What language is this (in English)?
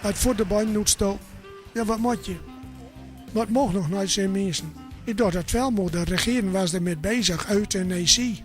Gronings